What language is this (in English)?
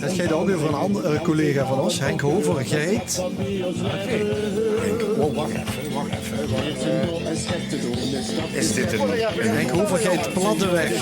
Limburgish